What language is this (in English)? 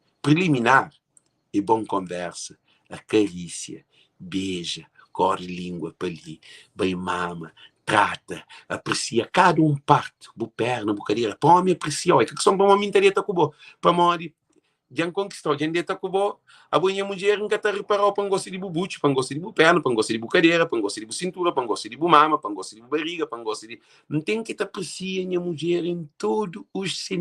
Kabuverdianu